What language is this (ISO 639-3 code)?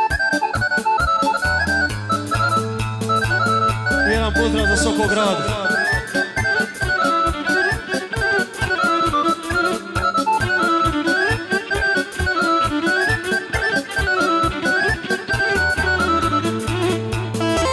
srp